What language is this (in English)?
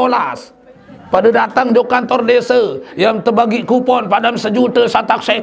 Sasak